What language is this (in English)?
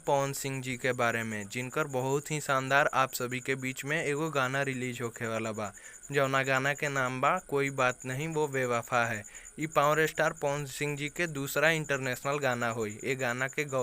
Bhojpuri